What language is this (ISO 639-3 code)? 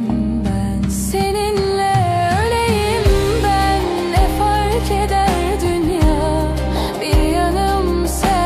tur